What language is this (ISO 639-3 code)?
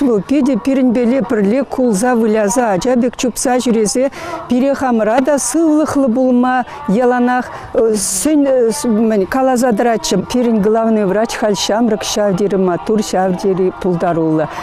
chv